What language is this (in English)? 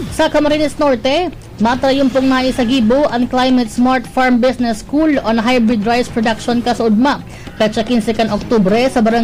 Bikol